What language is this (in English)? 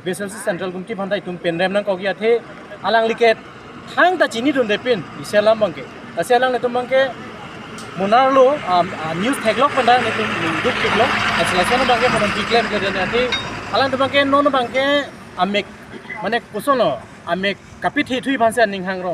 Karbi